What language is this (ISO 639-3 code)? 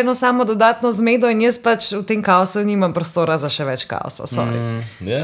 slv